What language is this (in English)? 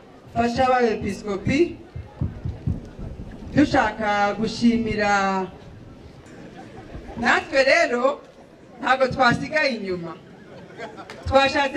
Kinyarwanda